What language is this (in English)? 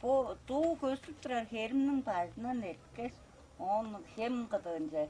Tuvinian